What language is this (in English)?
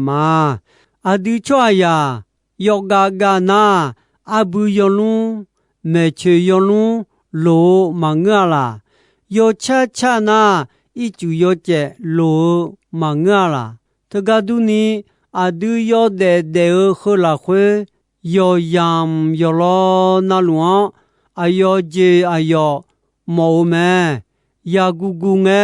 Akha